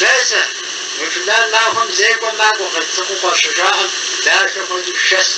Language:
Kabardian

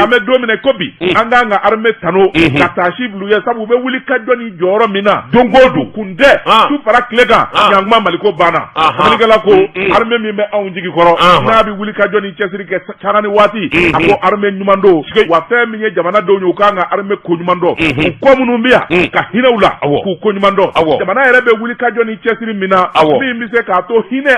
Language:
Bambara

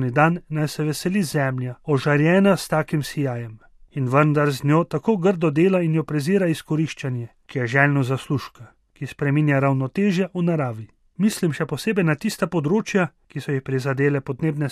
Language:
Slovenian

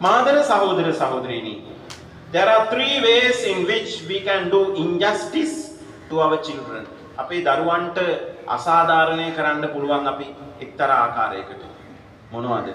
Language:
Sinhala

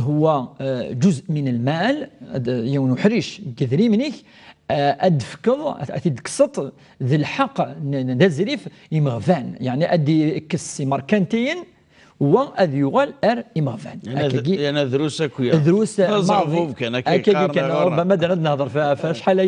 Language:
Kabyle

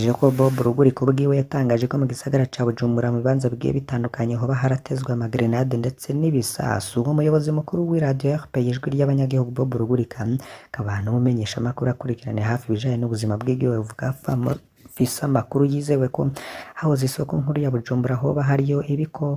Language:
Rundi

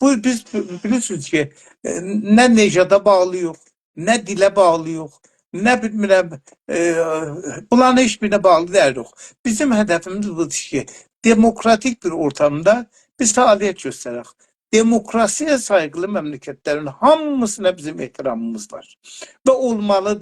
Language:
South Azerbaijani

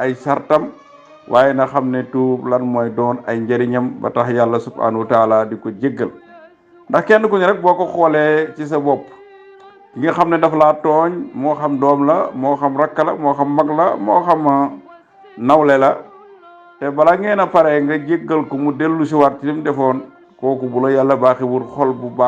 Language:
Wolof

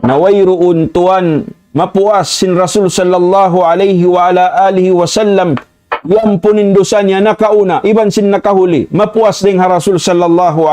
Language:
Tausug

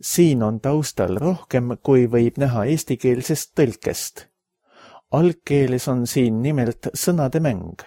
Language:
Estonian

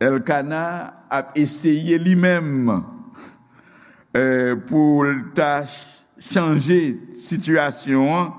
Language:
Haitian Creole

